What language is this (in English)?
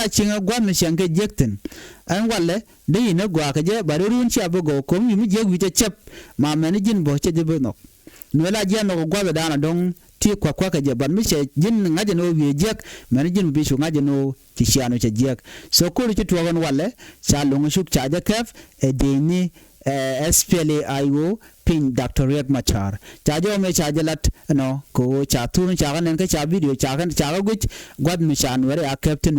Nuer